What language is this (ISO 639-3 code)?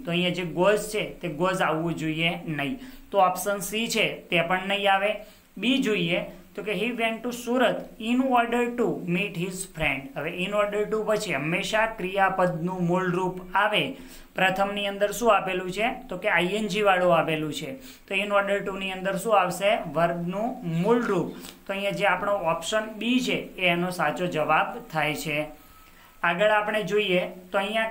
guj